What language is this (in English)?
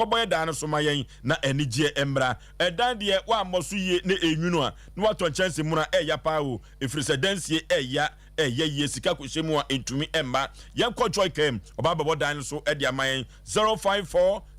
Akan